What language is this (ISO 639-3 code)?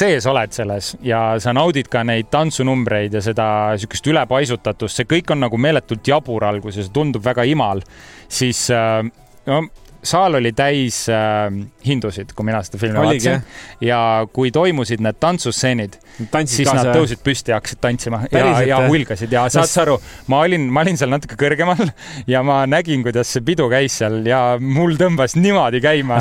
est